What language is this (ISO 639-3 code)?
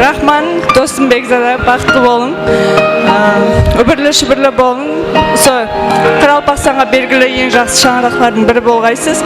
kaa